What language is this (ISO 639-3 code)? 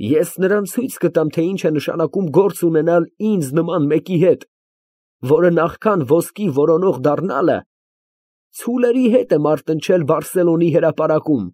hye